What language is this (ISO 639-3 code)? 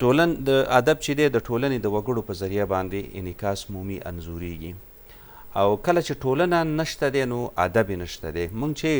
pus